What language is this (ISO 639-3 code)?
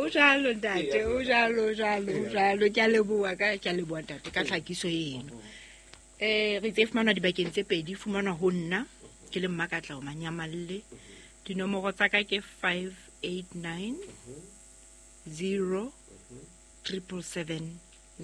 sot